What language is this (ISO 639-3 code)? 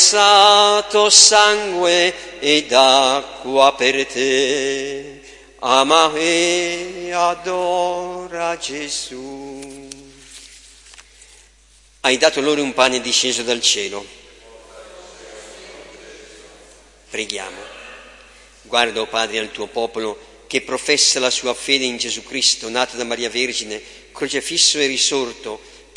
ita